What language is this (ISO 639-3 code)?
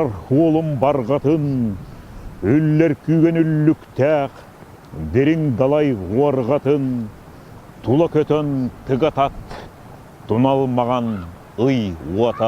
sah